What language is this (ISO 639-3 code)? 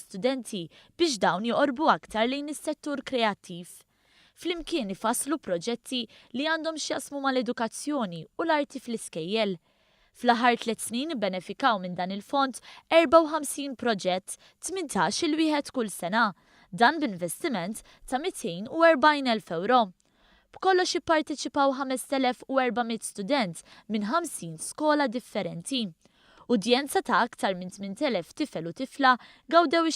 mlt